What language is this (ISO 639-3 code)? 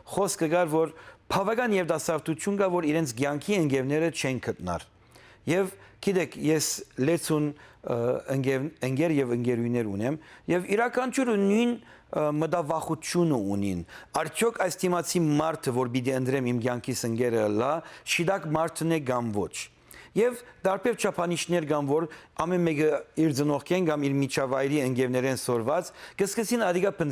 hyw